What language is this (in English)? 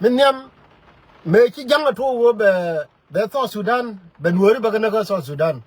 Nuer